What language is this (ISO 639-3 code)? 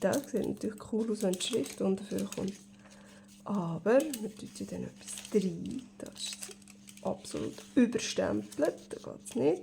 gsw